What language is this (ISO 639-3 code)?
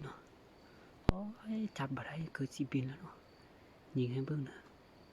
lao